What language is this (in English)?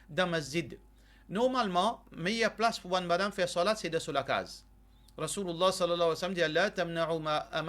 Morisyen